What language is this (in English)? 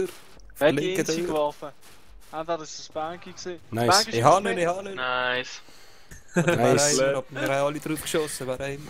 Swiss German